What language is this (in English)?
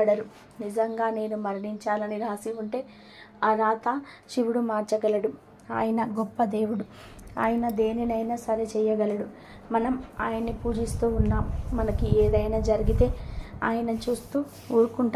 Telugu